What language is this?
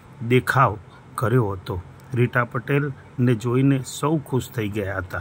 Gujarati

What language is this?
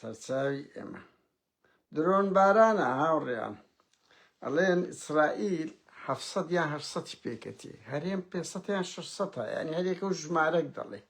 Central Kurdish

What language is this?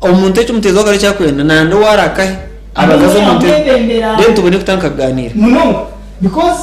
Nyankole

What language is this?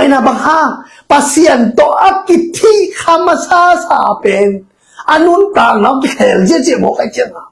Tedim Chin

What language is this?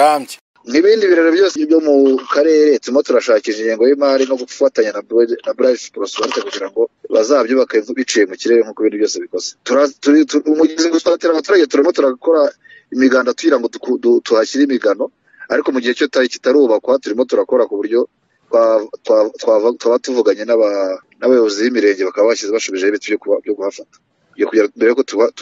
Kinyarwanda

